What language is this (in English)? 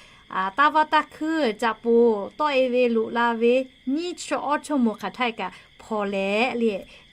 Lahu